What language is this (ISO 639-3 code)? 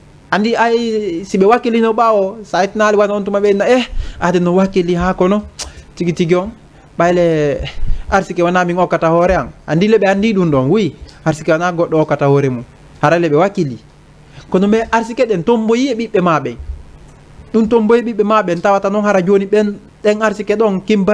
ful